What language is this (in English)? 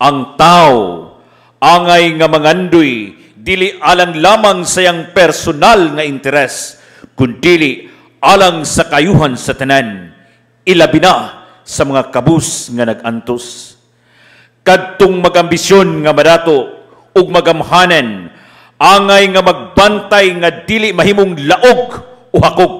Cebuano